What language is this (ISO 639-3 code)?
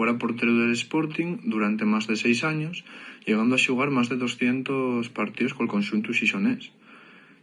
ast